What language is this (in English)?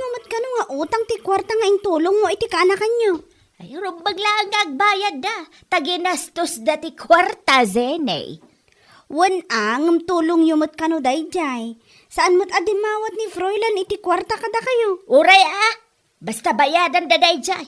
Iloko